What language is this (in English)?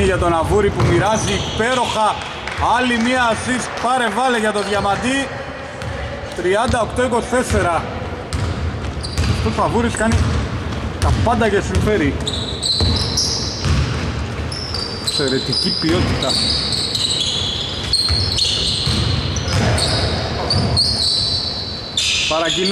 Greek